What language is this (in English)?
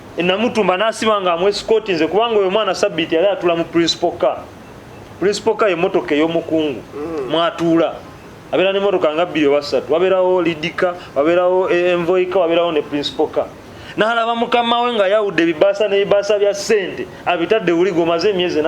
Ganda